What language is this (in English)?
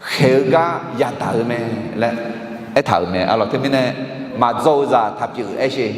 Akha